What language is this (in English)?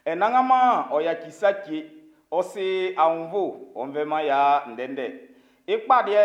Baoulé